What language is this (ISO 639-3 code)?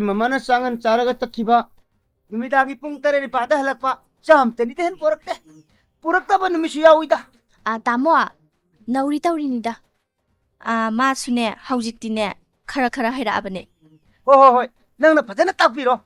mni